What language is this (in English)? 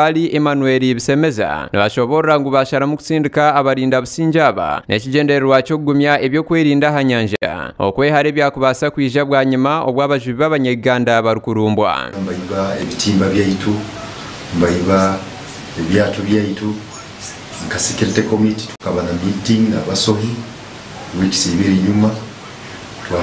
Nyankole